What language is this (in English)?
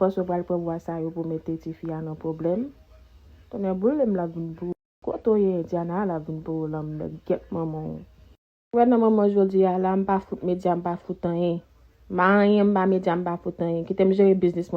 Haitian Creole